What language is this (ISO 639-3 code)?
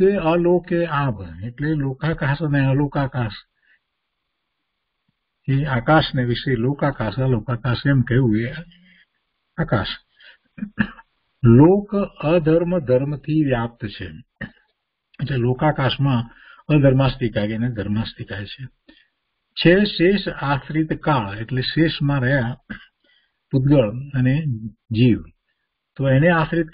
guj